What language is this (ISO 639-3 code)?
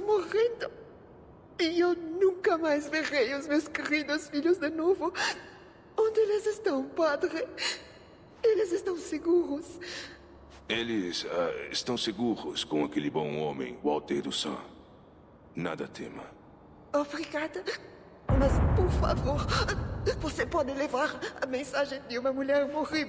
por